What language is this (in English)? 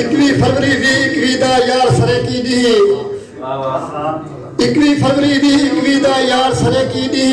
Saraiki